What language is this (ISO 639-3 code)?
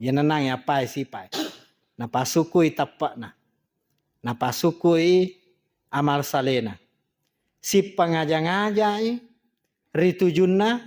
bug